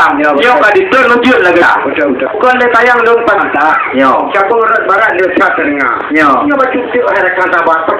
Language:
Achinese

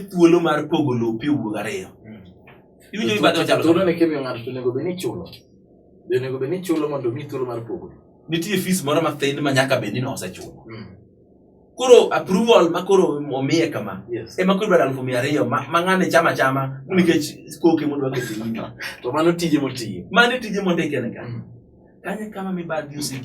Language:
Luo (Kenya and Tanzania)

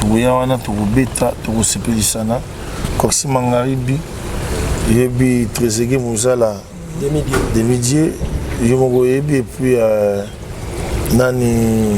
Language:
Lingala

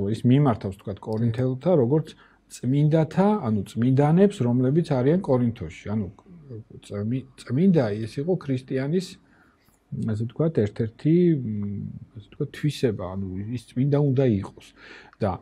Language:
Georgian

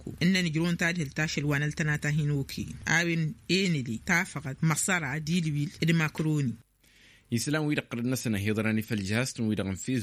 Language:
Tamasheq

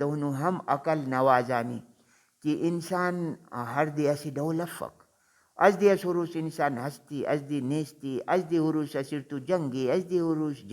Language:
Brahui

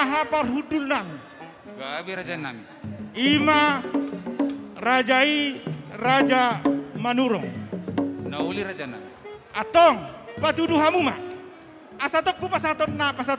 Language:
Batak Toba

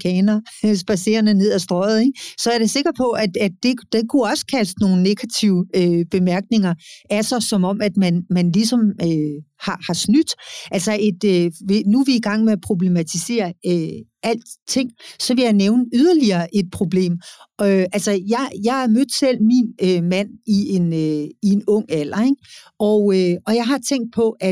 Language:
Danish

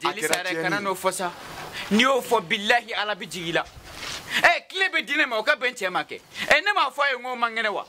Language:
Bambara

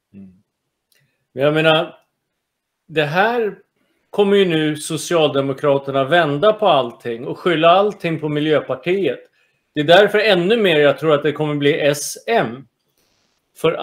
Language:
Swedish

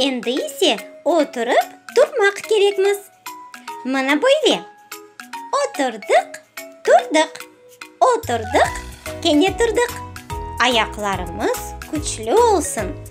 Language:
Crimean Tatar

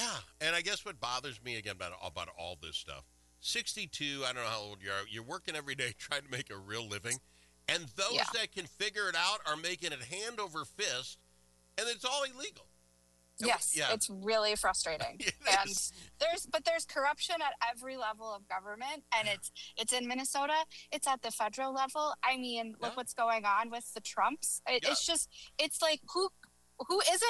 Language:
English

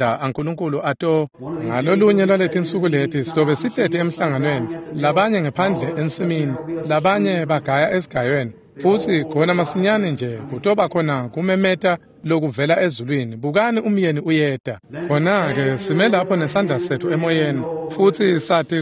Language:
Swati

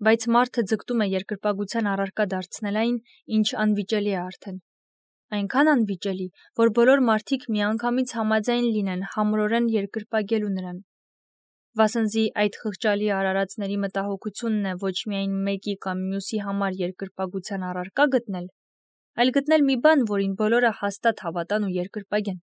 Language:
Armenian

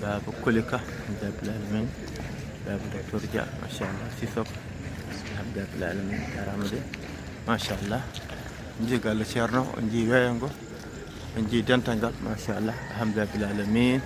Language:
Fula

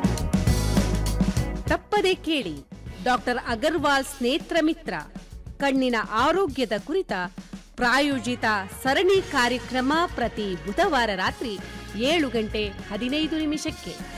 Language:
Kannada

